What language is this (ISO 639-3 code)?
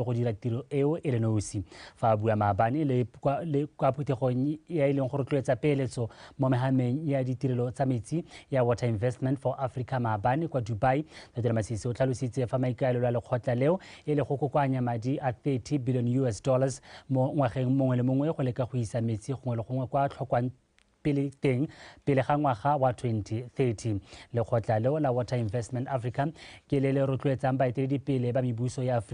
tsn